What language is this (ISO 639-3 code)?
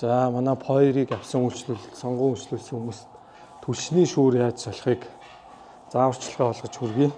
mon